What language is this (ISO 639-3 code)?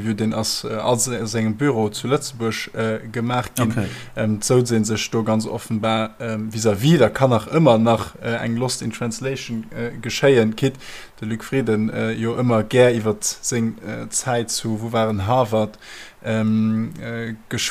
ltz